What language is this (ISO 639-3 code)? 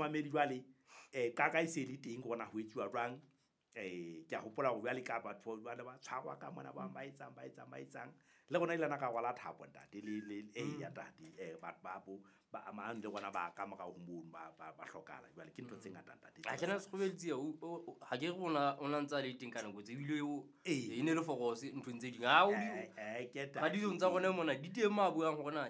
sot